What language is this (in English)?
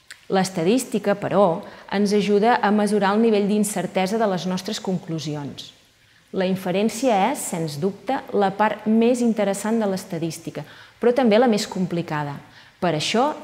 Catalan